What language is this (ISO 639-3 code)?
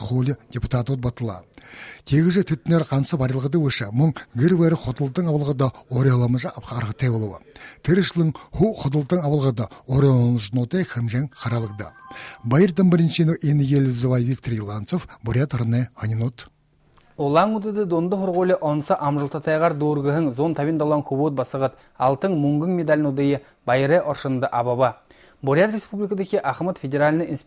bua